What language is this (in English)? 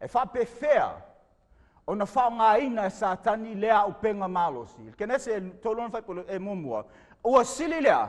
Samoan